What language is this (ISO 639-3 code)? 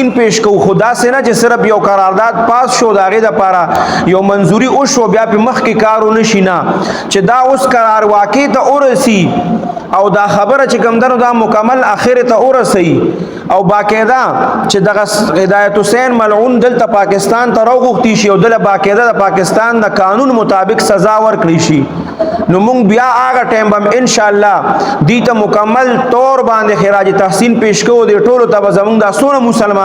pus